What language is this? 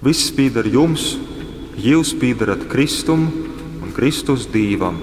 Latgalian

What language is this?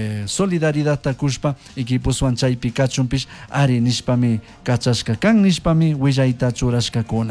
Chimborazo Highland Quichua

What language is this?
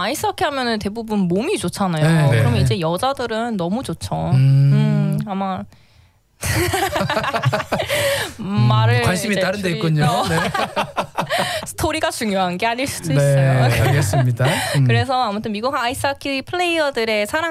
Korean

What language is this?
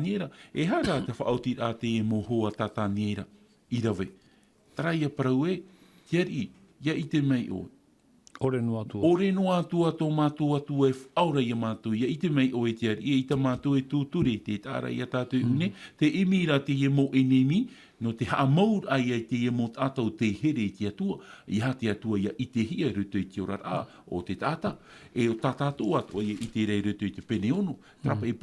Tahitian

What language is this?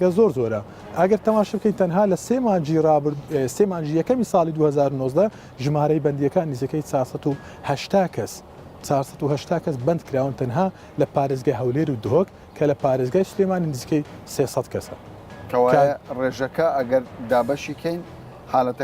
Central Kurdish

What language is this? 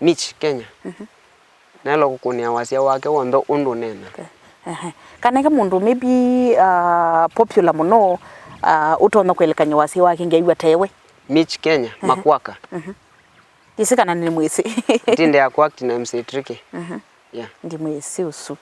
Kamba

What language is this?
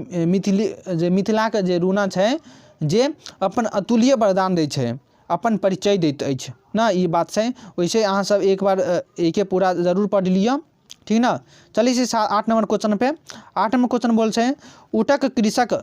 Maithili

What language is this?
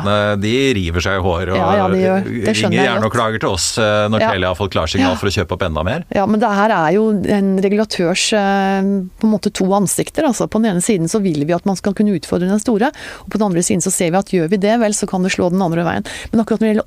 Norwegian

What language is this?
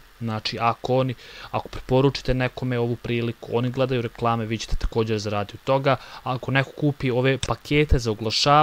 Bosnian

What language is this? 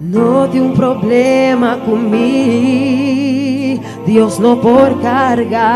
Papiamento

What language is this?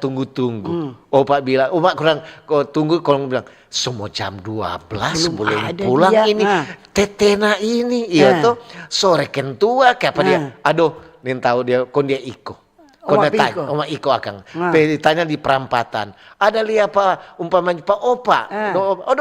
Manado Malay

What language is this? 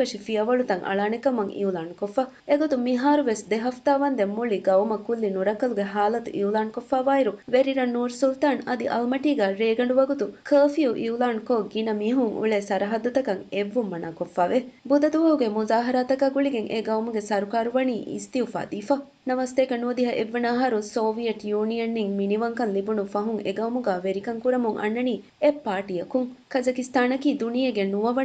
Divehi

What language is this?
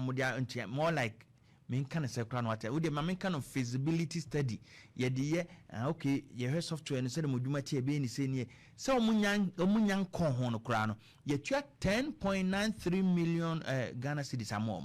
Akan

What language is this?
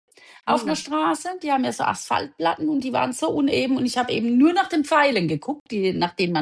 German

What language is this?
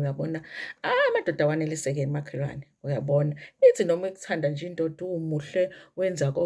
Zulu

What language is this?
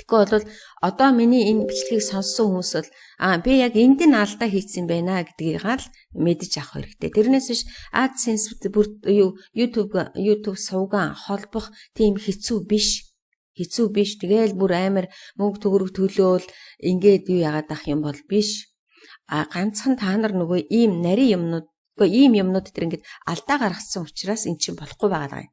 Mongolian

